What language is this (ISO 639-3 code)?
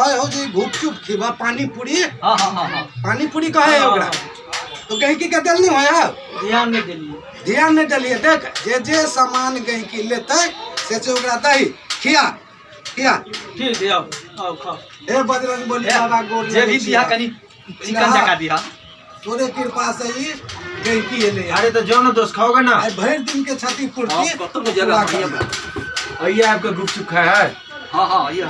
mai